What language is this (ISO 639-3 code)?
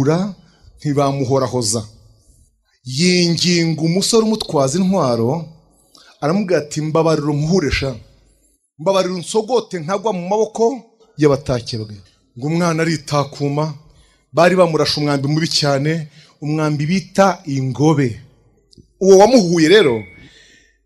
kin